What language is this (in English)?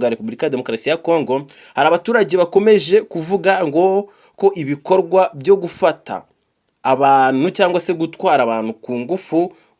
Kinyarwanda